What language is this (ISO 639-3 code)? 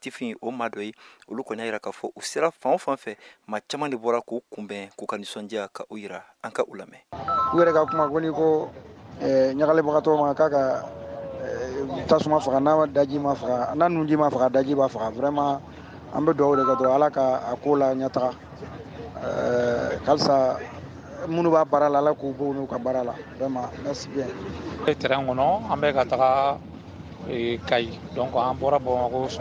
bam